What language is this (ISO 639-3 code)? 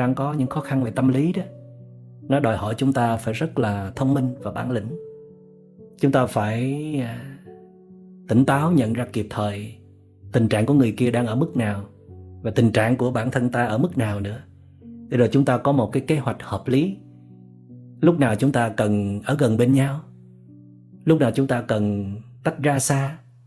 vie